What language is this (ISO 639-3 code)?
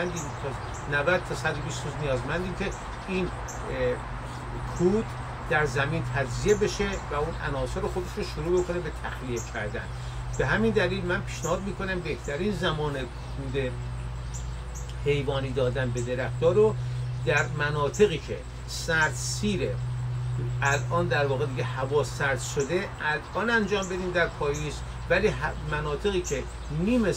fas